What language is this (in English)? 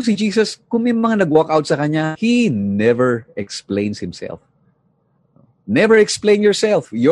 Filipino